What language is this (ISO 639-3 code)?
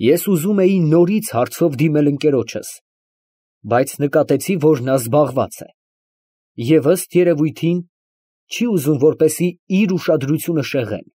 hye